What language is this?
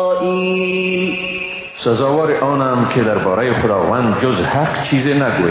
Persian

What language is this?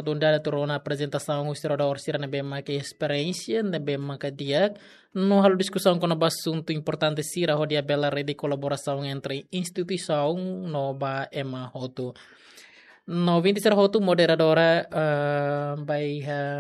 Tetum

